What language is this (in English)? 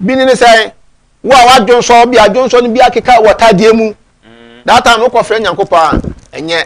Akan